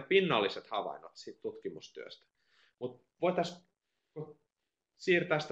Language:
Finnish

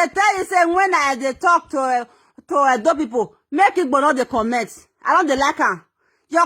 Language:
Nigerian Pidgin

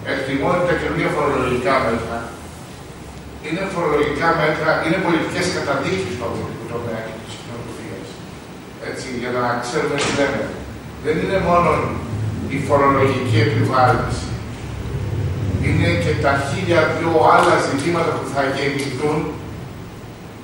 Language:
Greek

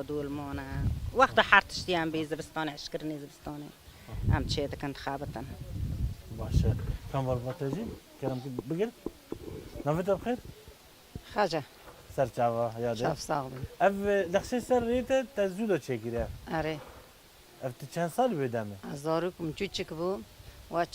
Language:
Kurdish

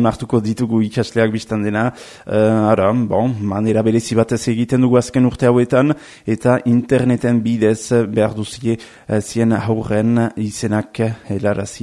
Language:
Basque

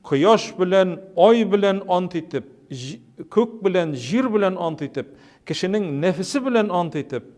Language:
Tatar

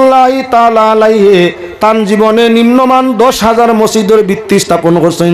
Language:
Sylheti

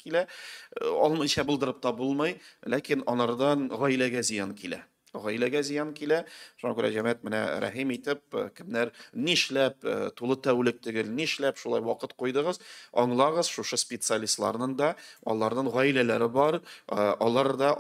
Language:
Tatar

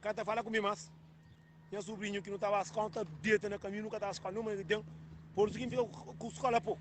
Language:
Kabuverdianu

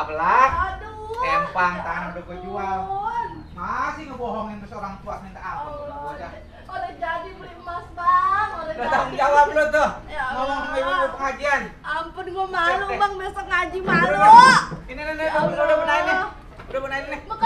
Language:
Betawi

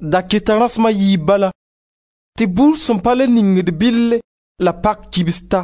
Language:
Mossi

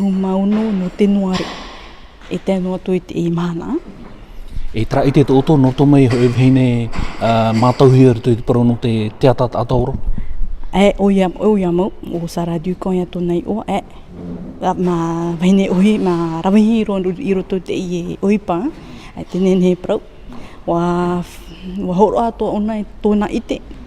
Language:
Tahitian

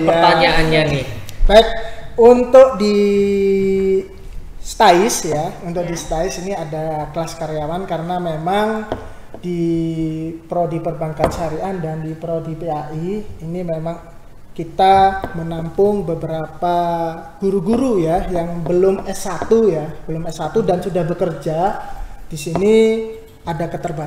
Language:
Indonesian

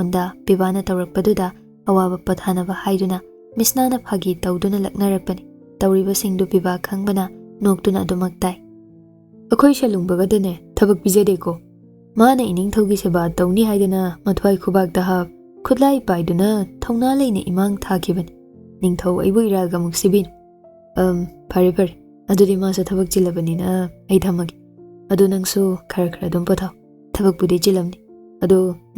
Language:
Manipuri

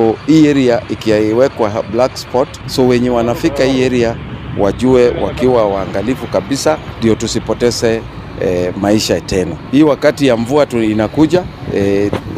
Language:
Swahili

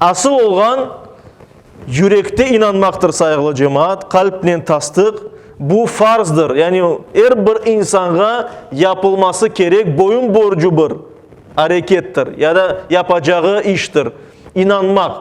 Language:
Crimean Tatar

